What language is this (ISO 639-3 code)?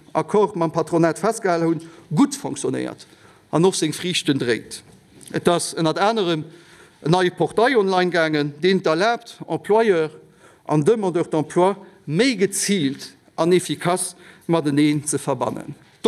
ltz